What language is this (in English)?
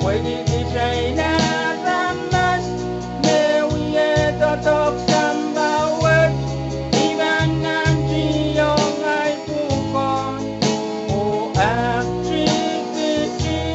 Pohnpeian